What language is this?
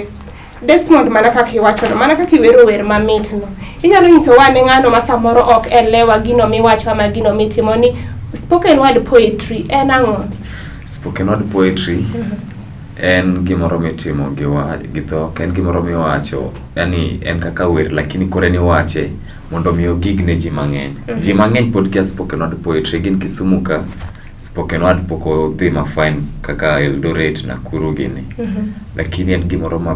Luo (Kenya and Tanzania)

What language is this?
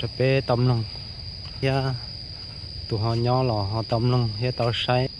Hmong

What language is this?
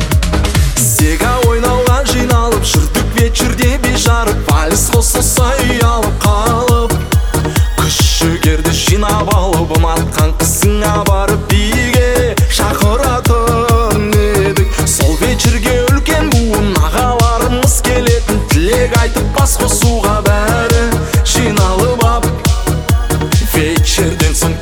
Kazakh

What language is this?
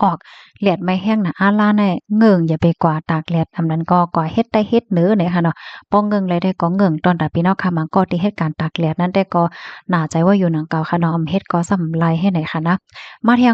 Shan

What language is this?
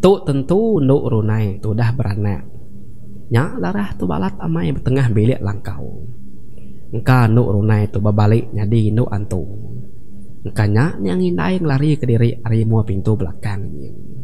Iban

